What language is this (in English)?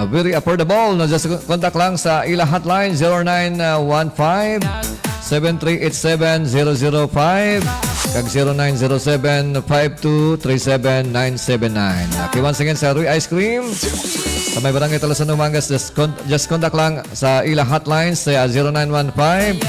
Hiligaynon